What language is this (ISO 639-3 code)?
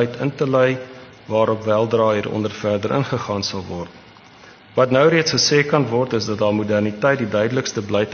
afr